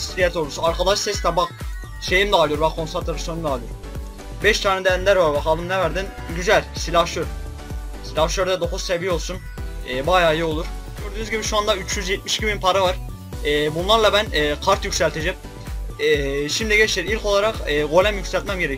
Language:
Turkish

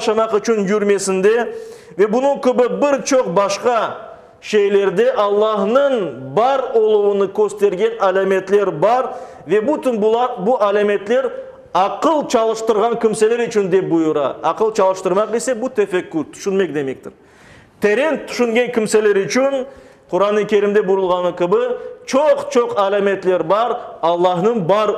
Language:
Crimean Tatar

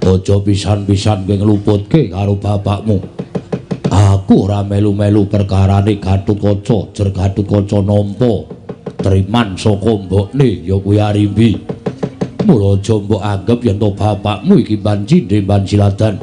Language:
Javanese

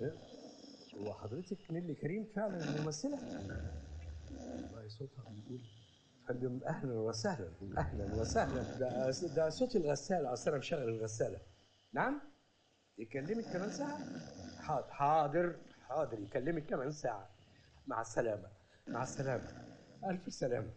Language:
Egyptian Arabic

